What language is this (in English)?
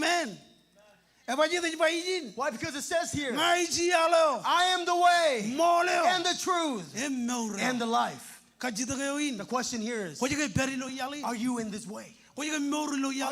Marshallese